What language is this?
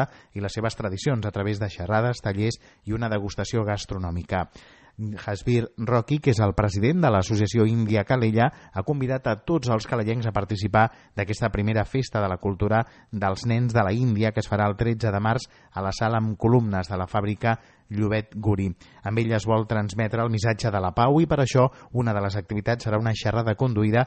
Catalan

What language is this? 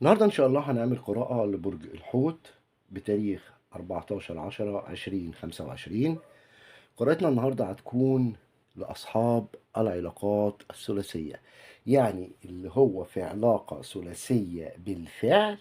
Egyptian Arabic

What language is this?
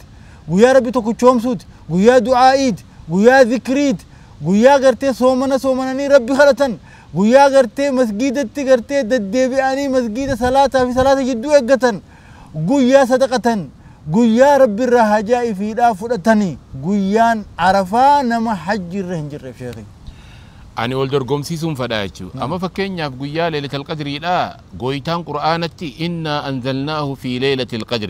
Oromo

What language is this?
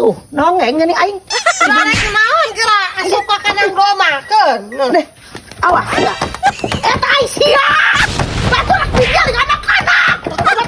Sundanese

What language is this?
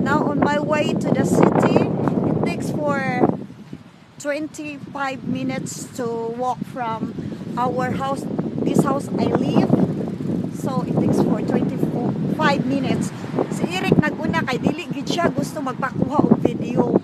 Cebuano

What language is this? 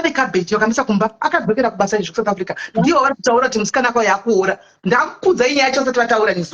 Shona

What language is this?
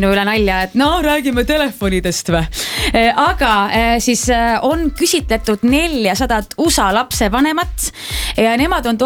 Estonian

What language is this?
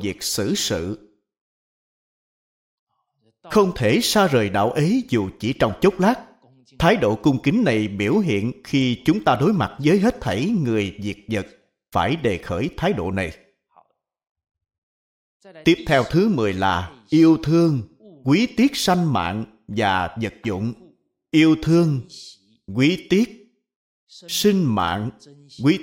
Vietnamese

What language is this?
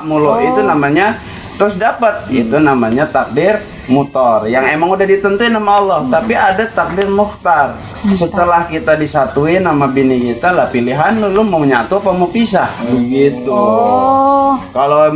Betawi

